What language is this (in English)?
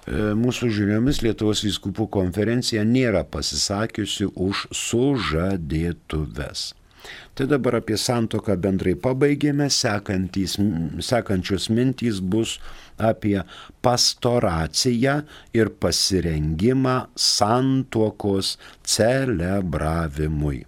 Lithuanian